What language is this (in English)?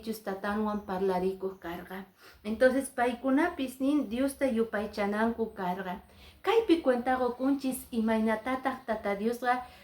Quechua